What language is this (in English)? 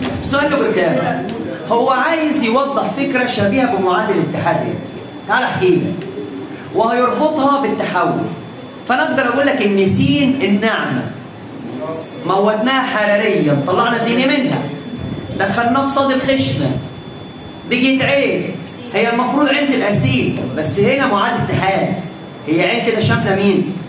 Egyptian Arabic